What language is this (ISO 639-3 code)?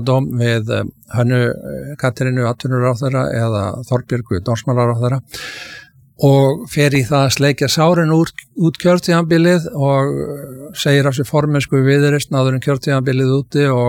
isl